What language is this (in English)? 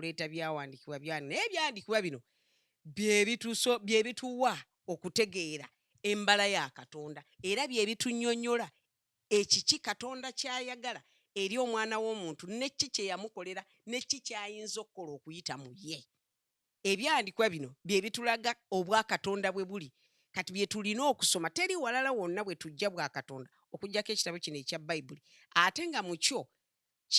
Ganda